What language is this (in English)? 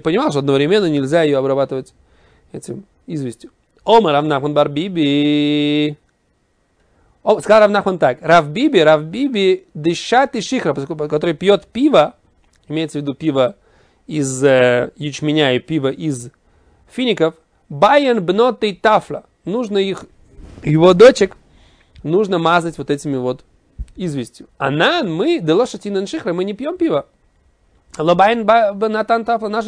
Russian